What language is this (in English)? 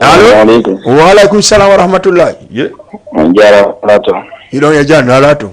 Fula